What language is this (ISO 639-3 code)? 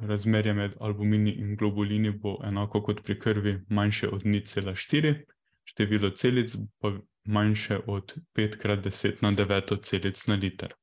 slv